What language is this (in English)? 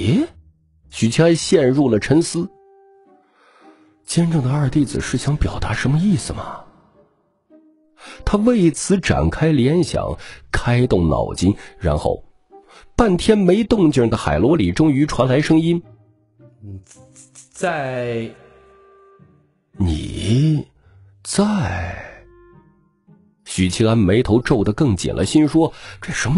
Chinese